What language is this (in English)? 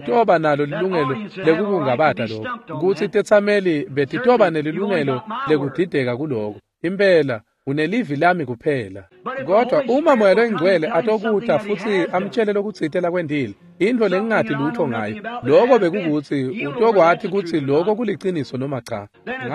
Swati